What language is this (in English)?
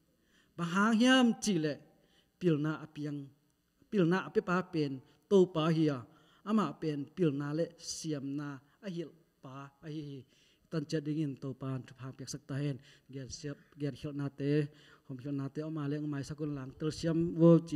Tedim Chin